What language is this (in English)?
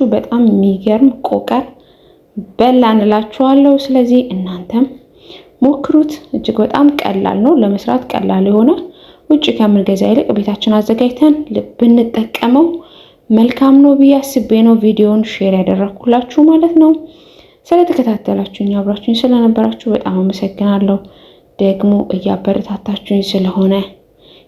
Amharic